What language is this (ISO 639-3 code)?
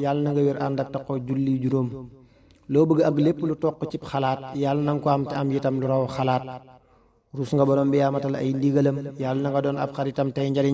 wol